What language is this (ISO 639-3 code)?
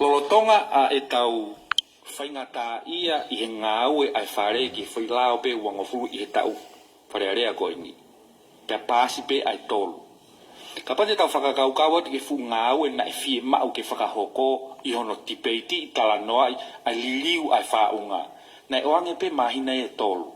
ton